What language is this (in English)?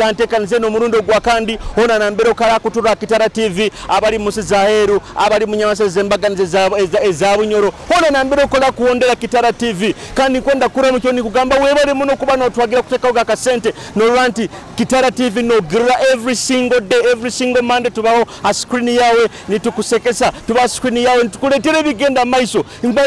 Nyoro